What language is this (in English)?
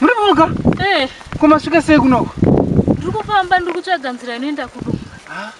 Shona